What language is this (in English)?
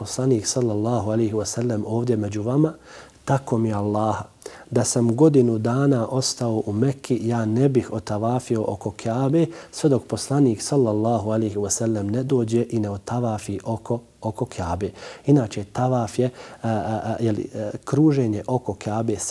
Bosnian